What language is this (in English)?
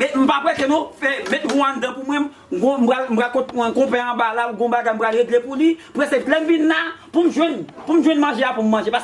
Haitian Creole